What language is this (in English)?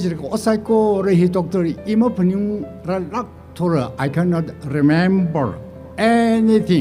Tangkhul Naga (India)